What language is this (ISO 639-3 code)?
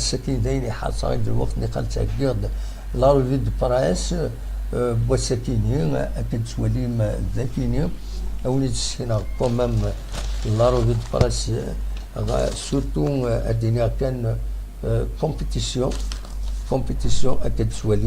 kab